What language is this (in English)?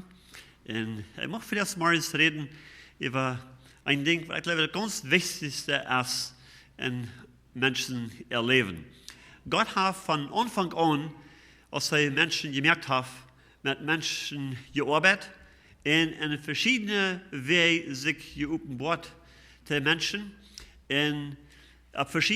Plautdietsch